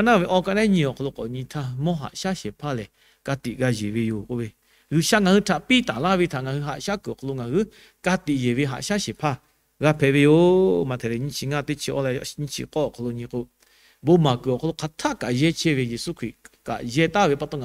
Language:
Lahu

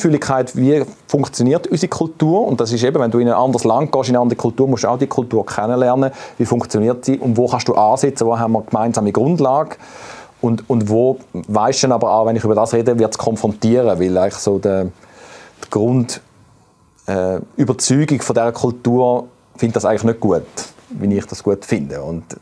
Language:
Swiss German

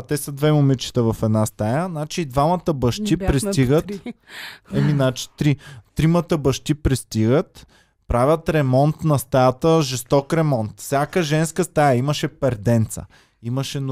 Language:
Bulgarian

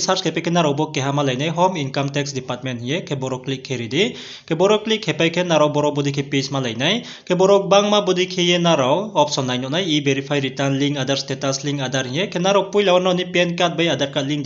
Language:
Riang (India)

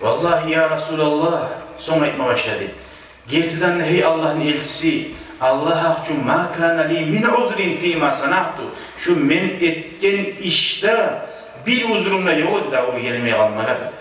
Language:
Kumyk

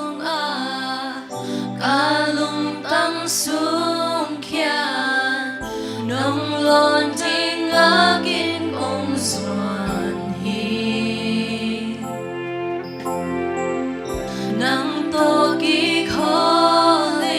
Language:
Tedim Chin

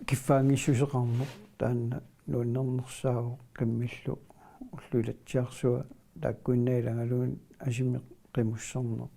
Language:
Kalaallisut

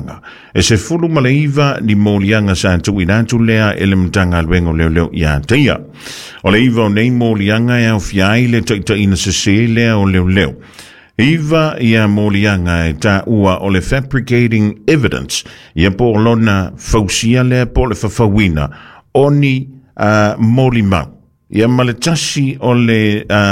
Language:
Samoan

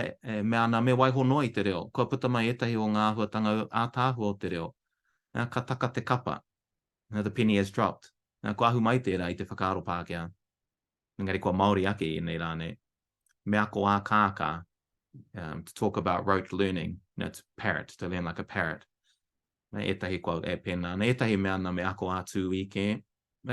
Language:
Māori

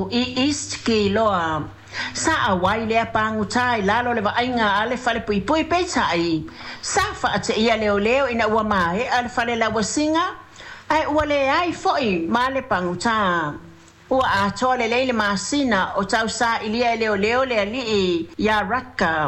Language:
Samoan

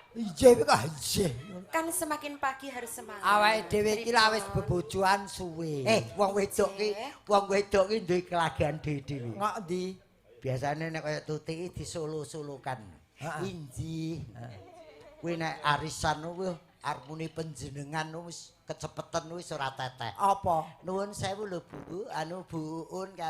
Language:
Javanese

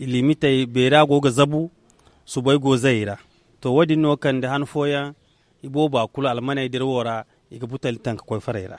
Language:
Zarma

